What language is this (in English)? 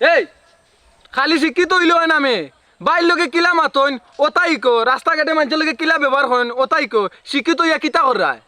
Sylheti